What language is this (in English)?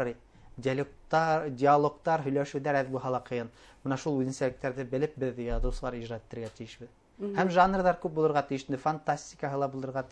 Bashkir